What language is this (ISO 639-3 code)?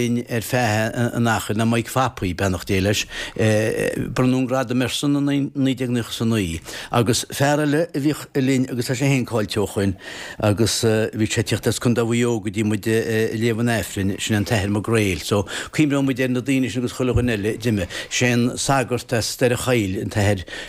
gle